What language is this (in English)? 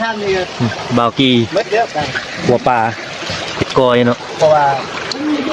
Northeastern Thai